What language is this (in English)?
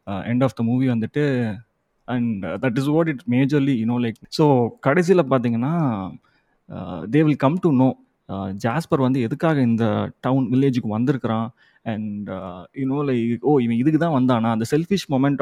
Tamil